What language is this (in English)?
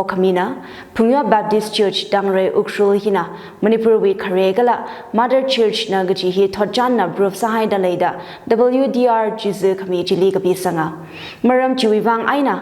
Tangkhul Naga (India)